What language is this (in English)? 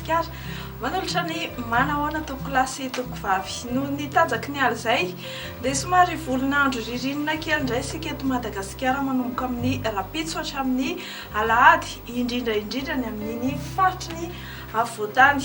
Malagasy